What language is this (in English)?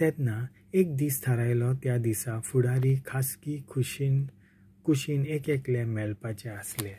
Konkani